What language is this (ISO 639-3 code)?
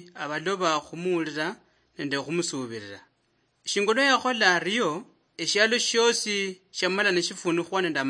luy